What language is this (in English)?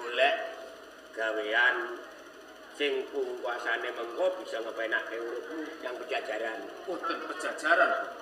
Javanese